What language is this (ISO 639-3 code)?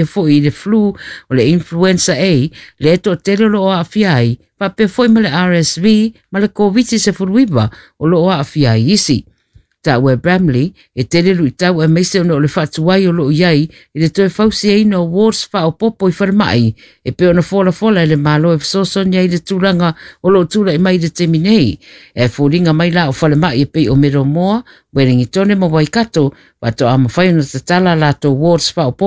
smo